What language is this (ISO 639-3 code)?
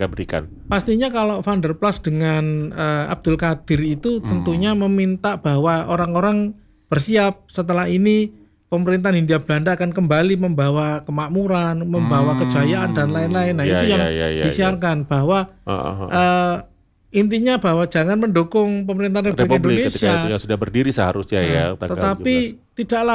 ind